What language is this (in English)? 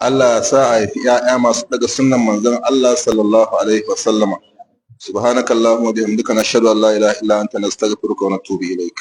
Hausa